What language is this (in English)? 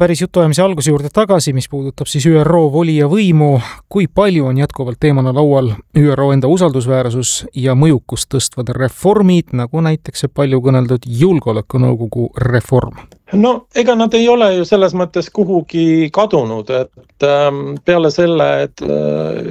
Estonian